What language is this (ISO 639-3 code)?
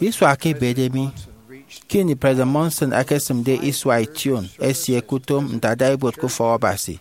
efi